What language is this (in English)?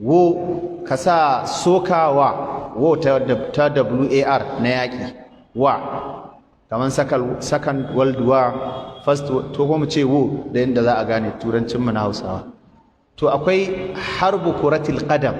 Hausa